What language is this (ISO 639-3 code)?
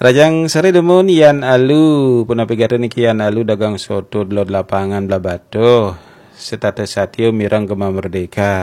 ban